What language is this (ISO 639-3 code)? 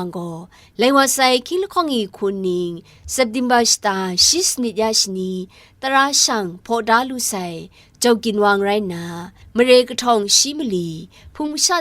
kac